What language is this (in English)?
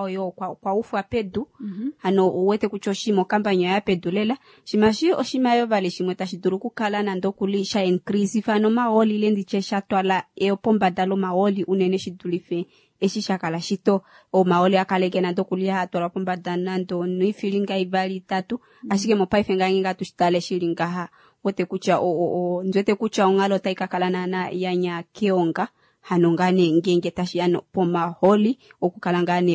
Kuanyama